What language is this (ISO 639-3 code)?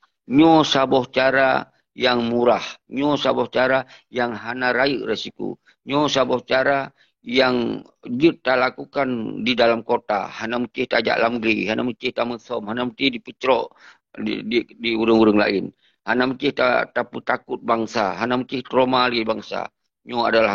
ace